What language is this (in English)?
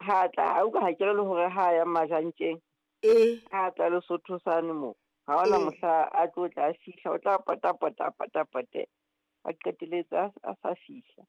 Southern Sotho